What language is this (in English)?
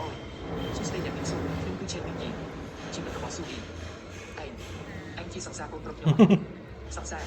Khmer